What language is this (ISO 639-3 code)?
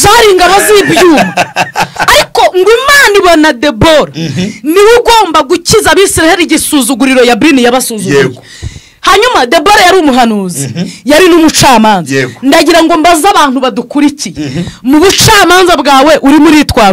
kin